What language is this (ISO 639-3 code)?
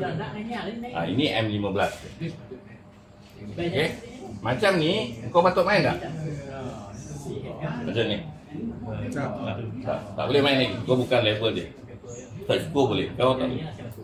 msa